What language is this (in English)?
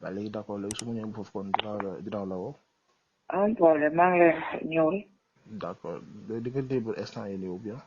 Wolof